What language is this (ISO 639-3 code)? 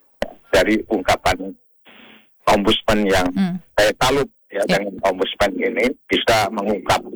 ind